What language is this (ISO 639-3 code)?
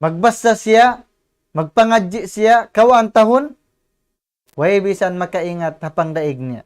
tsg